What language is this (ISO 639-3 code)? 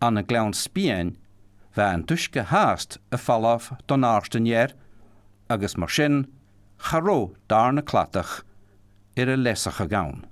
gla